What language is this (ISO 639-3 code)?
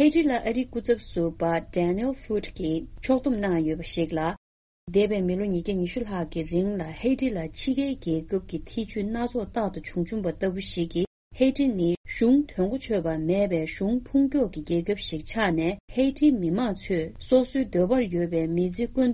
bod